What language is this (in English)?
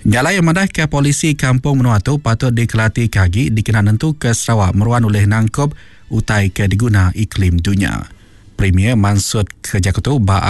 Iban